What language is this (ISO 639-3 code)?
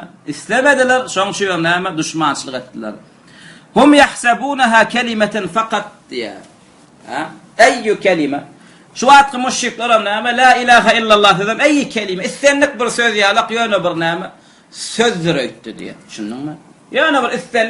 tuk